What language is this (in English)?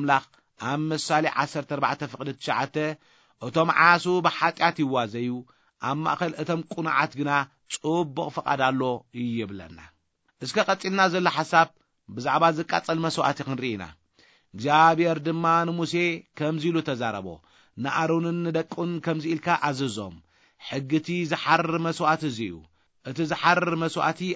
Tigrinya